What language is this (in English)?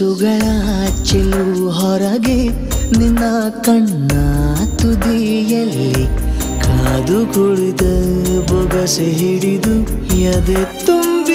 Kannada